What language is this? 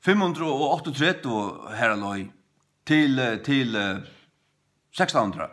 Faroese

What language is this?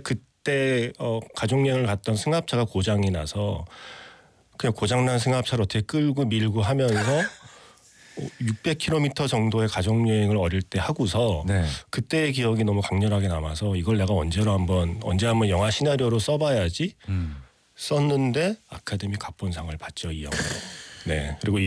Korean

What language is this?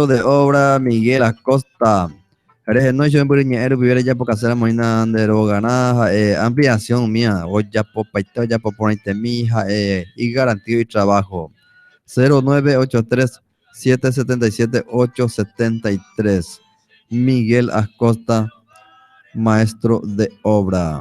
Guarani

